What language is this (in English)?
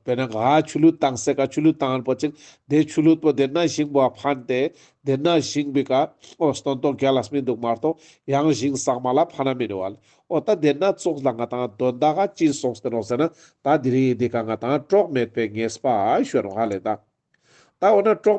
Ladakhi